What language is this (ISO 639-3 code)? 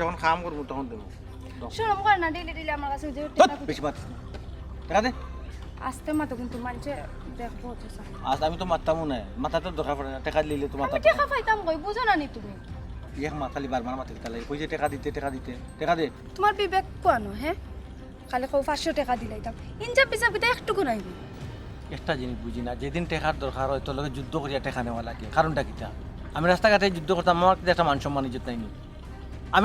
syl